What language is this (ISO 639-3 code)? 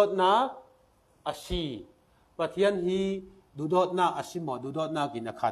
cfm